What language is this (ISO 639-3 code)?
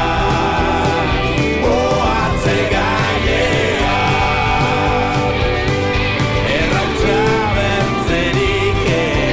eus